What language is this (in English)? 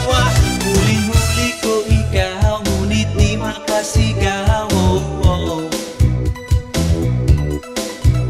Filipino